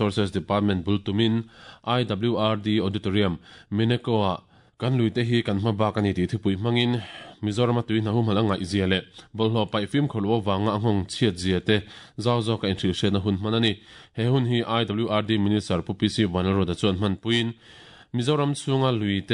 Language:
Mizo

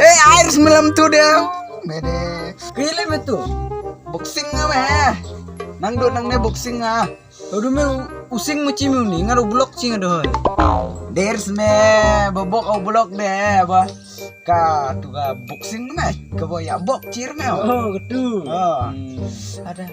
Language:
Khasi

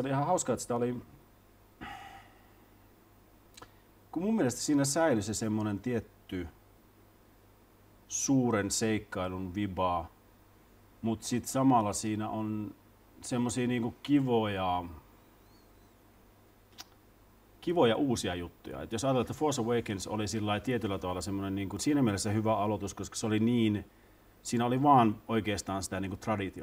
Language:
Finnish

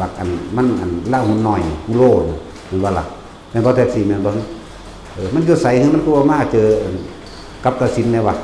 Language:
Northeastern Thai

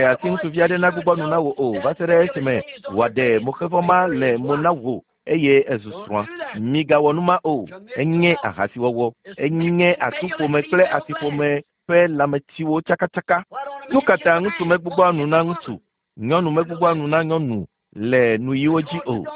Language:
Ewe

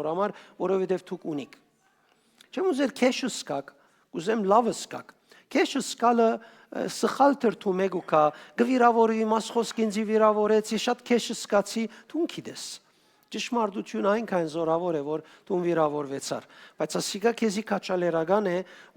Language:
Western Armenian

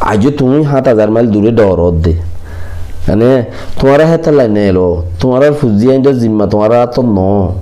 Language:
Rohingya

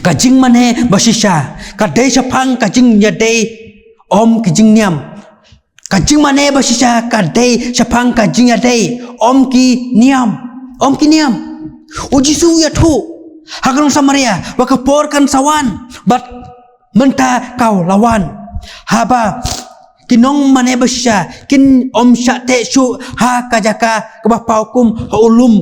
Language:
Khasi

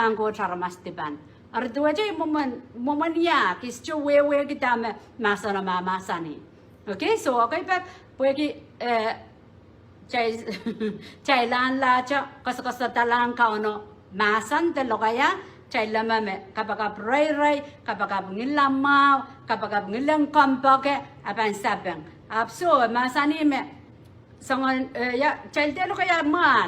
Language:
Pohnpeian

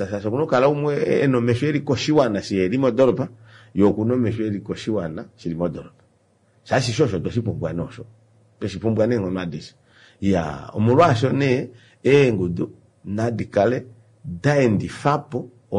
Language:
Kuanyama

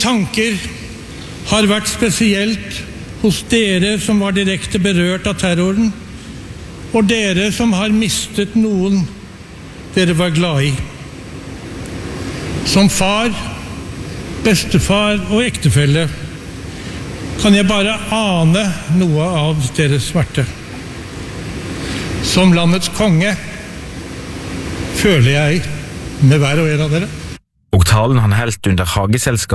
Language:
Norwegian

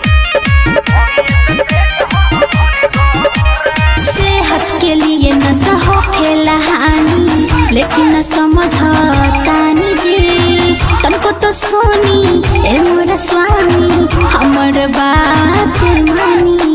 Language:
Bhojpuri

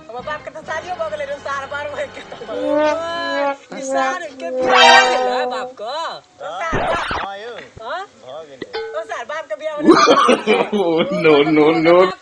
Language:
Maithili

